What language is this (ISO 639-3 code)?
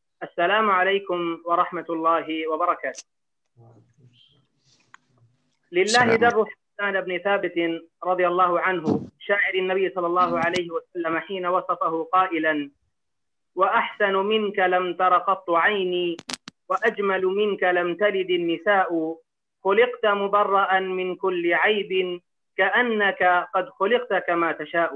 ara